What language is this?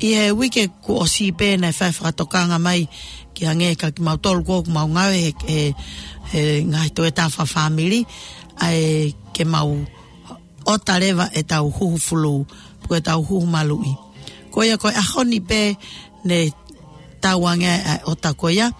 Tongan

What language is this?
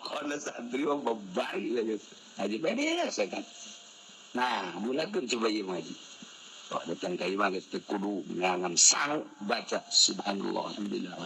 Sundanese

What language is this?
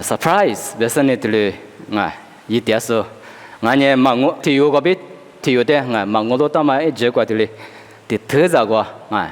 Lisu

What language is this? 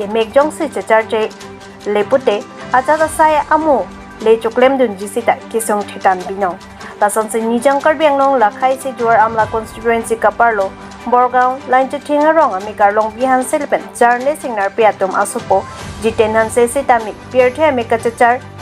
Karbi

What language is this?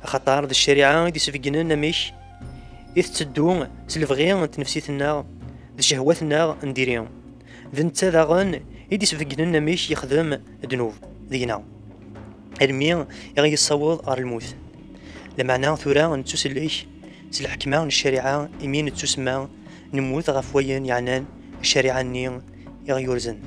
Kabyle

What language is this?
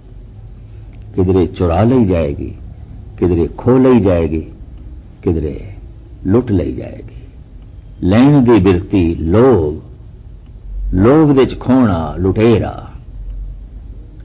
Punjabi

